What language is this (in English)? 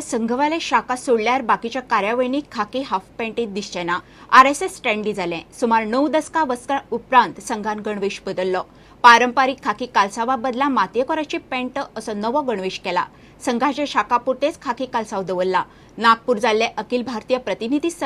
Konkani